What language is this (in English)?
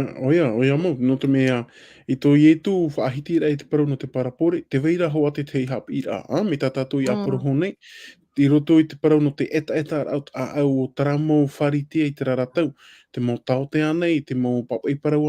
Tahitian